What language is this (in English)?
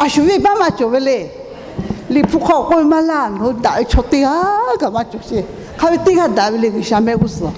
Lahu